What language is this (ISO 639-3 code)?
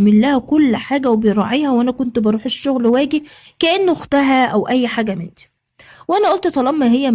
arz